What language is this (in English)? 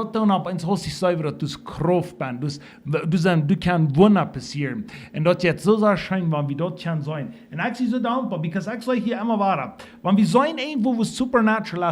Plautdietsch